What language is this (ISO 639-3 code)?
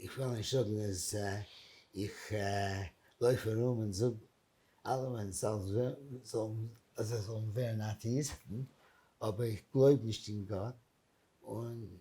yid